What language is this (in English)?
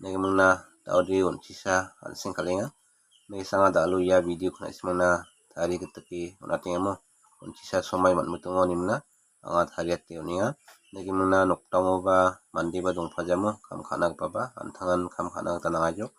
Garo